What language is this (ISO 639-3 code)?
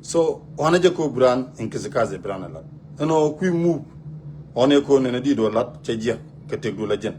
nus